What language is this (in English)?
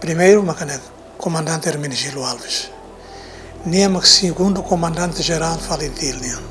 Tetum